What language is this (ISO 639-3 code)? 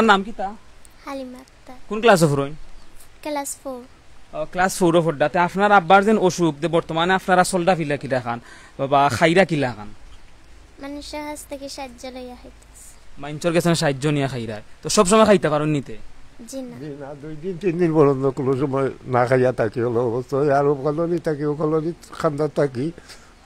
syl